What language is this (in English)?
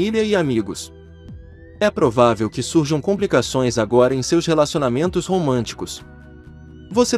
Portuguese